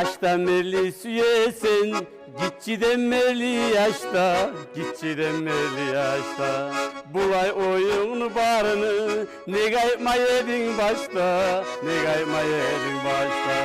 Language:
Kumyk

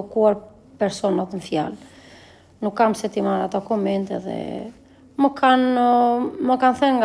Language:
Albanian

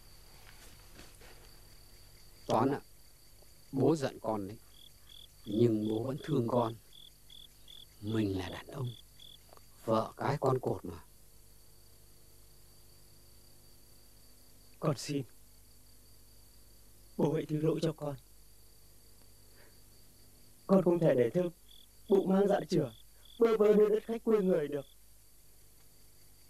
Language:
Vietnamese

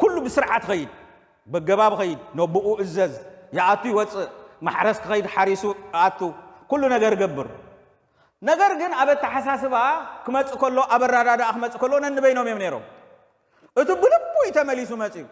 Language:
Tigrinya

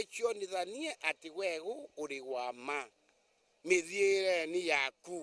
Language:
Meru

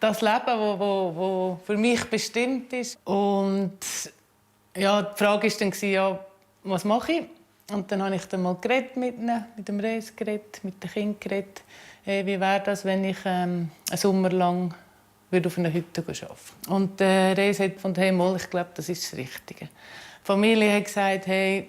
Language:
Swiss German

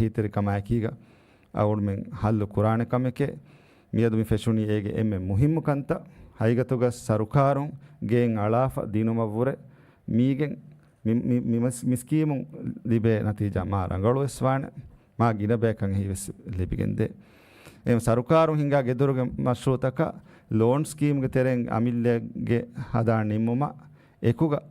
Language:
Divehi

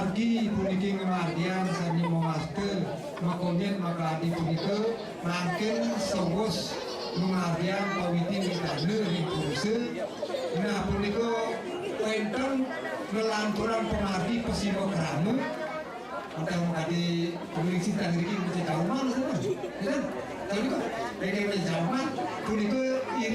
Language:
Balinese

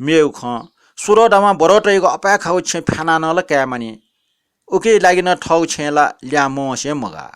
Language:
Newari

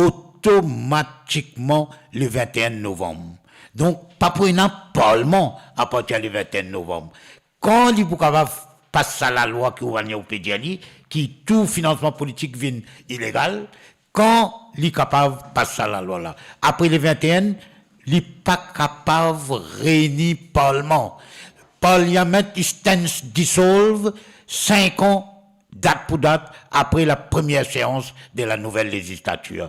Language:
Morisyen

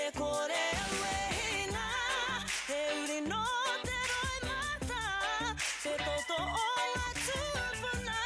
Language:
Māori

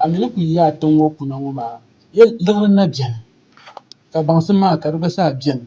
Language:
Dagbani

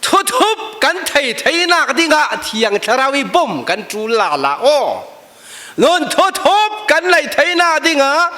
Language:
Falam Chin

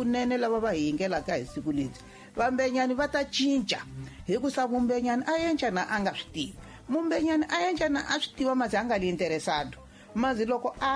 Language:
Tsonga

